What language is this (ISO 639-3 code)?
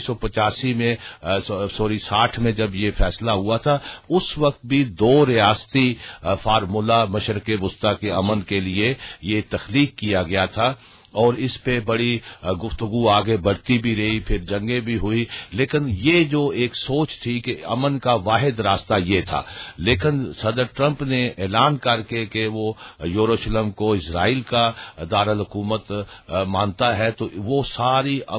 urd